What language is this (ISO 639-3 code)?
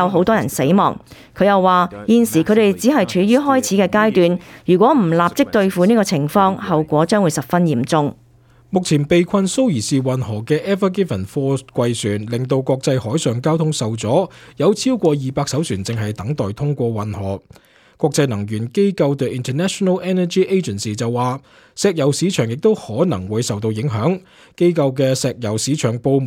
yue